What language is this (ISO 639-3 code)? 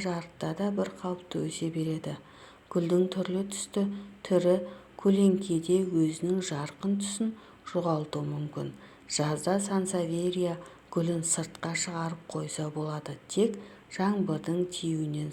kaz